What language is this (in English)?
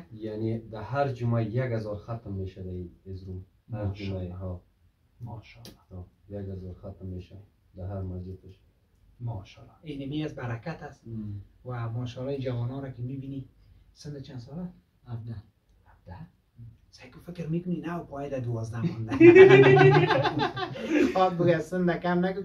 Persian